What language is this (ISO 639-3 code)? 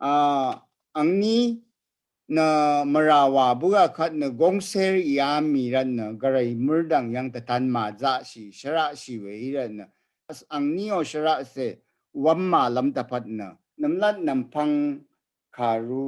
raw